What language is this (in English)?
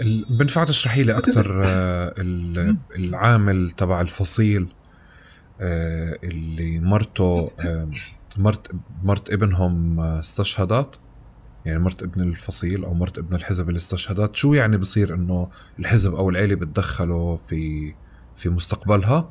North Levantine Arabic